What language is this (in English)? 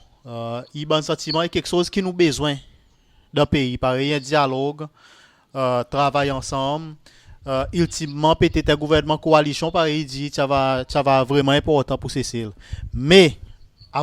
Seselwa Creole French